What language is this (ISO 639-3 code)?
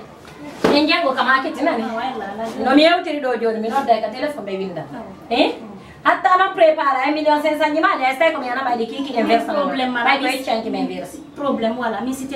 ful